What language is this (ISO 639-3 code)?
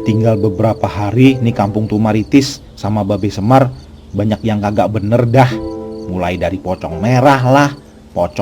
bew